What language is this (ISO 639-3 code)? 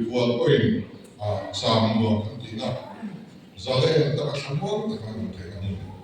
lus